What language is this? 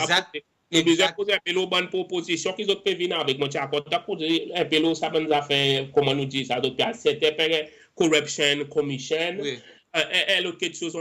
Seselwa Creole French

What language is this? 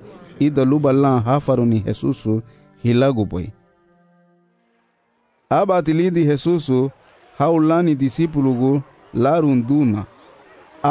Garifuna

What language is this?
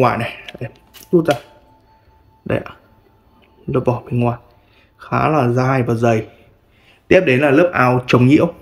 Vietnamese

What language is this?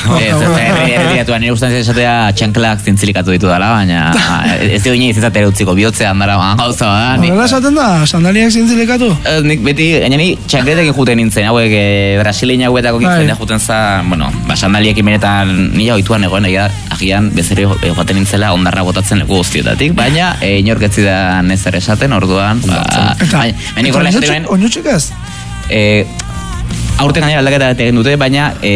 Basque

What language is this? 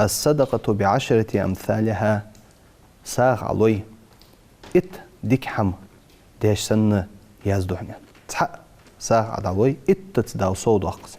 Ingush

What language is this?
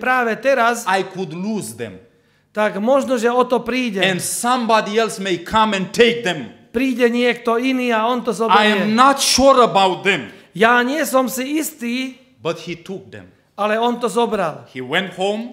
Slovak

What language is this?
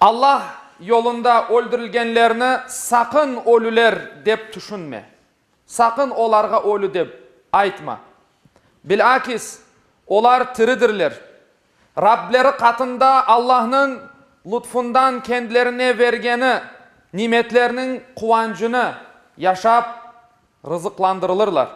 Crimean Tatar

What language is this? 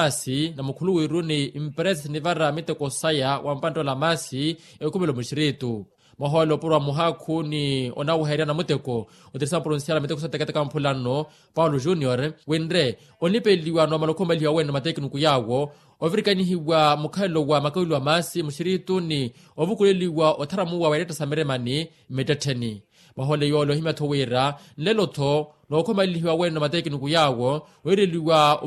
Makhuwa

